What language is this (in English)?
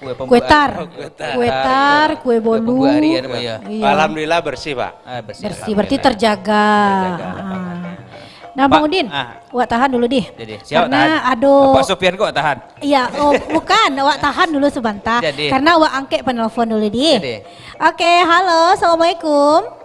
Minangkabau